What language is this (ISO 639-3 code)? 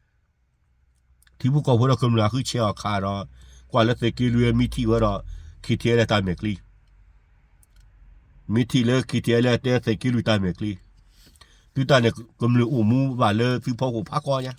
ksw